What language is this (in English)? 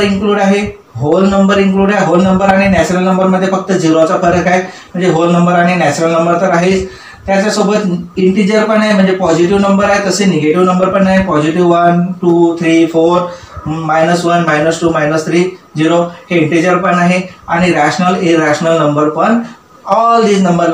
Marathi